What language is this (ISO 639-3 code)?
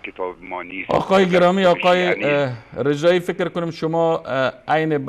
fas